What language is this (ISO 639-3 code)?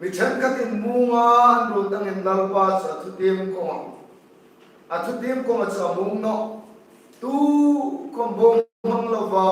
hmr